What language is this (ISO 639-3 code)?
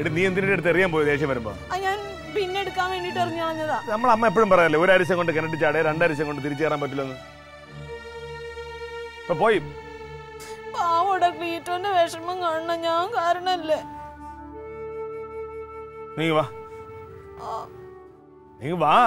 mal